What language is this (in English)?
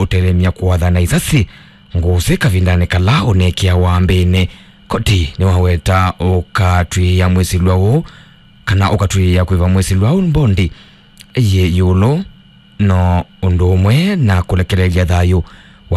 Kamba